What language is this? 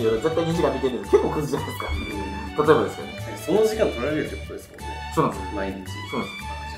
Japanese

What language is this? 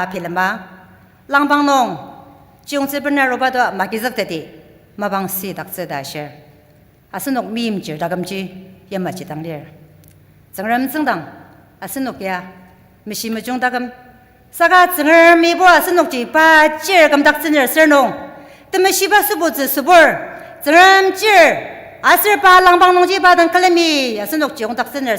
Ao Naga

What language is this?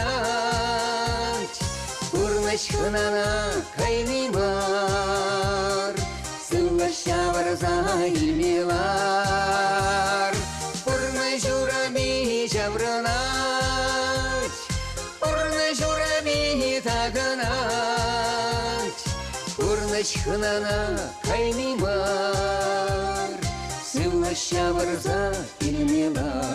Chuvash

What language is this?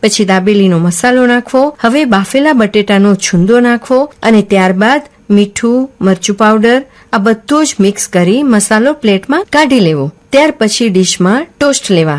Gujarati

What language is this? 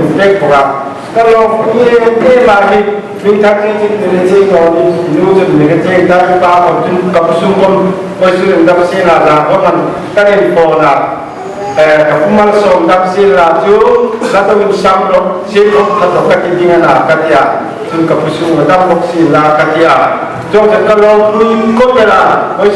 Hmar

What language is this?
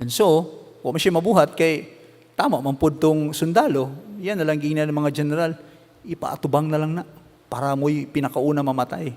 Cebuano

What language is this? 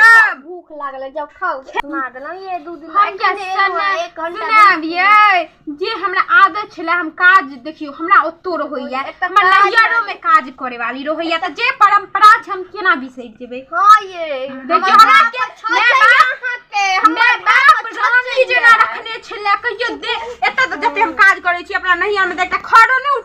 Maithili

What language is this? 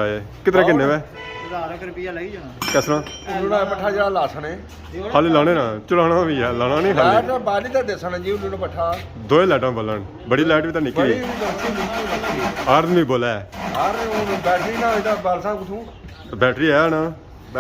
Pahari-Potwari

